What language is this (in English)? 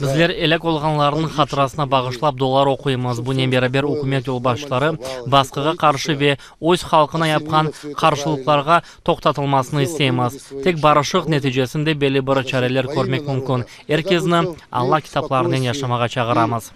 Crimean Tatar